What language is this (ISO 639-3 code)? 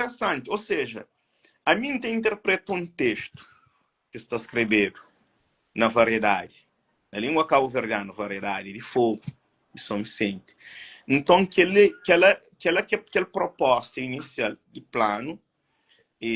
kea